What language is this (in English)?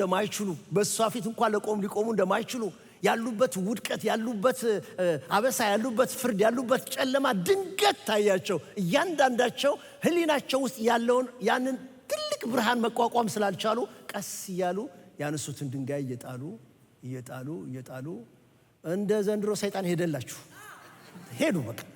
Amharic